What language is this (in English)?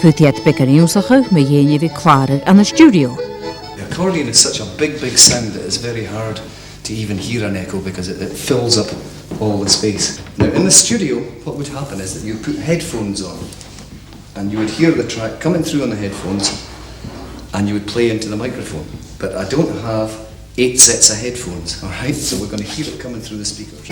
Scottish Gaelic